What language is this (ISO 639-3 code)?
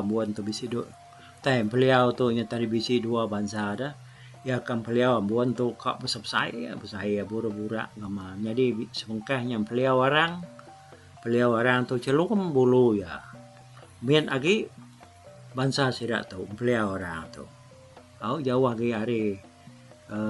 iba